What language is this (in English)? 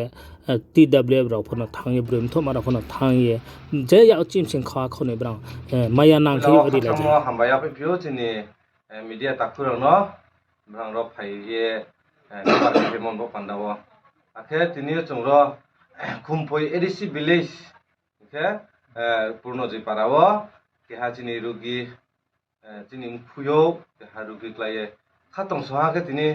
Riang (India)